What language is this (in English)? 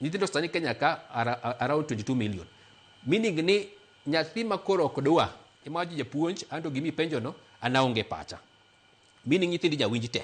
Luo (Kenya and Tanzania)